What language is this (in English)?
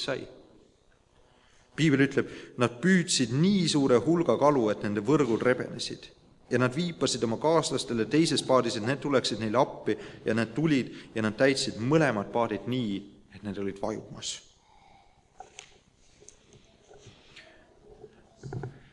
Estonian